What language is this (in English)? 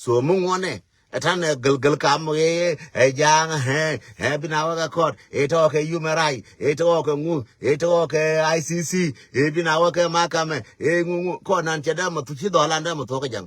Nuer